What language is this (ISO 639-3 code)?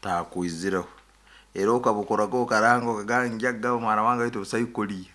nyo